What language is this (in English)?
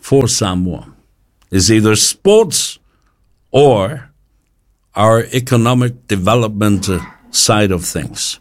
Samoan